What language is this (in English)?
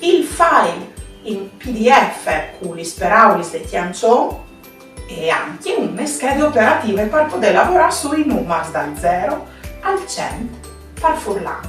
Friulian